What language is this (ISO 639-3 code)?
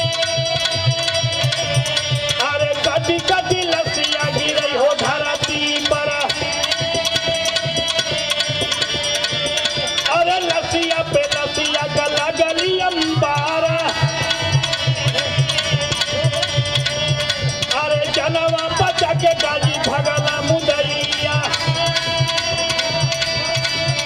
bho